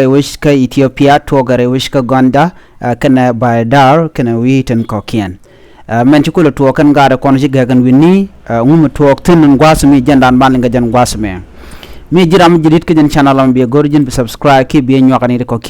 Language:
Nuer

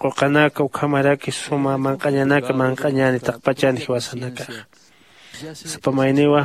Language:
Aymara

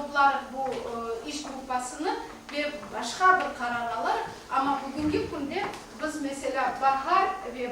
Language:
Crimean Tatar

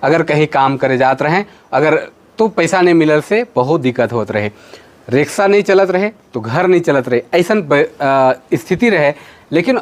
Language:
Sadri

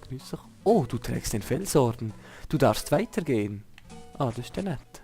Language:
Swiss German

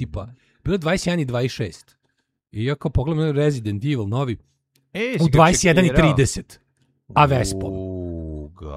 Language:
Serbian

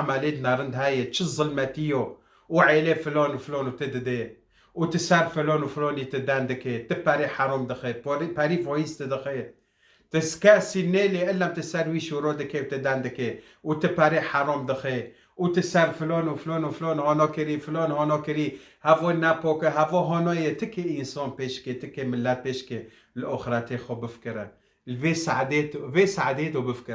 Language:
Kurdish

